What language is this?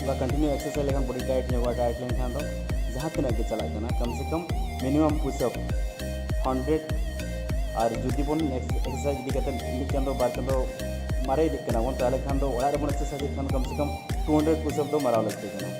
Santali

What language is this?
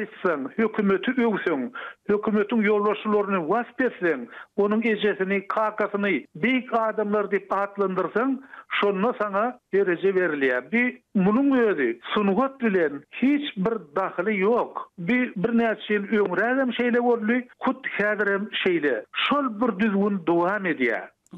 Turkmen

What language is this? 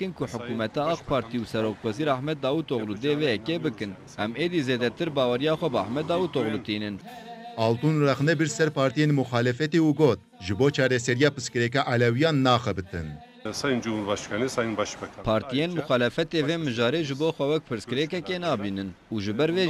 Kurdish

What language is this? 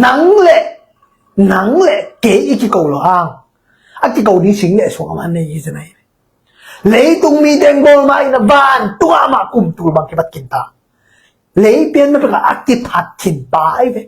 Tedim Chin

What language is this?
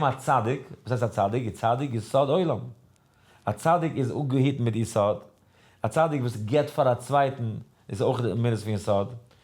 Yiddish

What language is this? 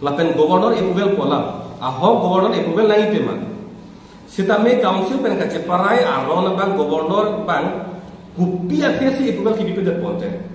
Karbi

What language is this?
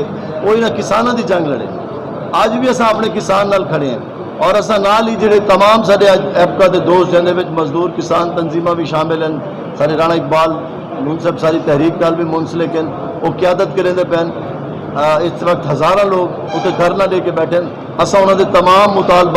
Saraiki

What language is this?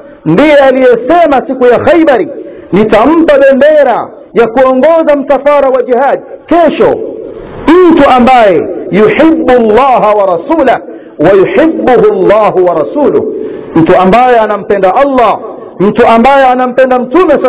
Swahili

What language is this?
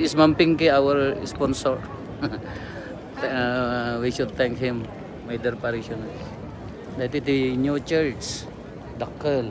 Iloko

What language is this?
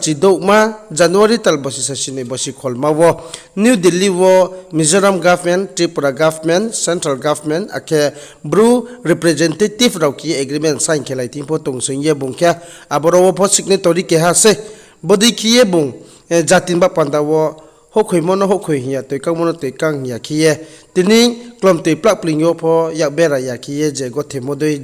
Riang (India)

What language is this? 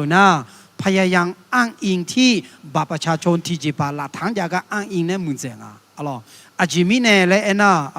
Akha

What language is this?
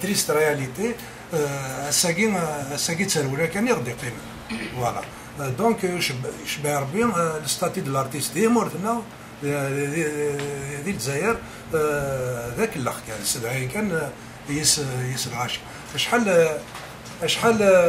Kabyle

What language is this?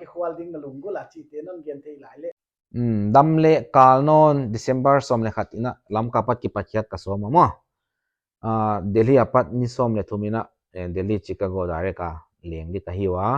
Paite Chin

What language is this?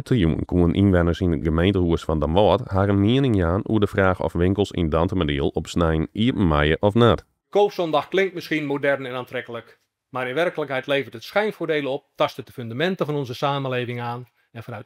Western Frisian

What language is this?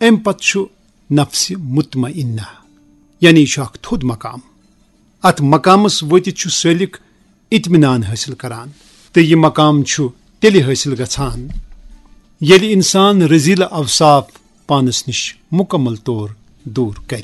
Kashmiri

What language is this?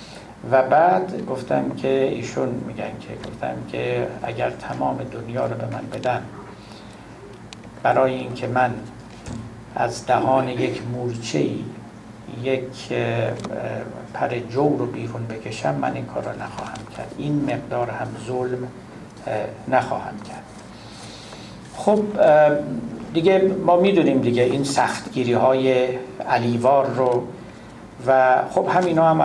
Persian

